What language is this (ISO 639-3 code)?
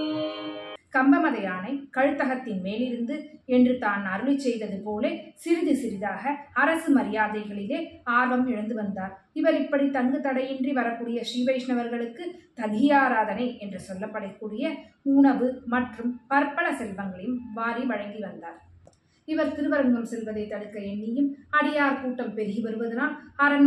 tam